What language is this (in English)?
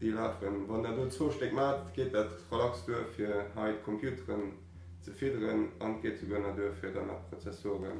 Luxembourgish